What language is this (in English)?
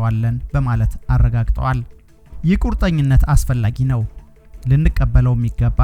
Amharic